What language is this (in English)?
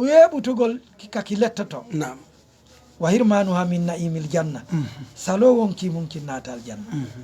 Fula